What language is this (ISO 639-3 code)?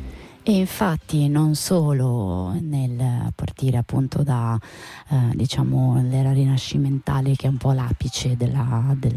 ita